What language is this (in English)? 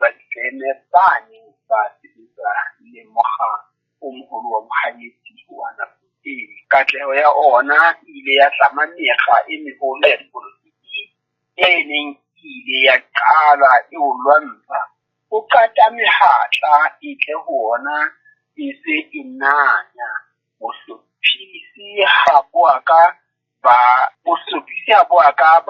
Southern Sotho